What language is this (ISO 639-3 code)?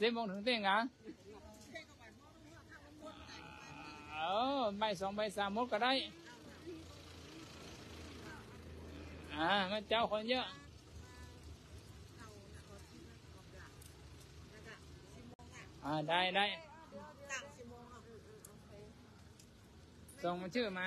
tha